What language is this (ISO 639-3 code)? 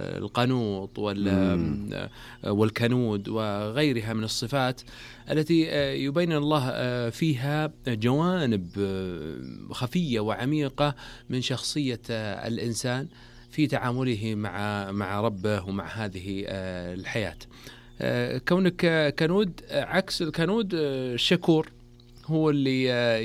ara